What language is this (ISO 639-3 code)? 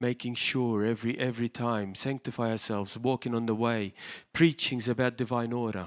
eng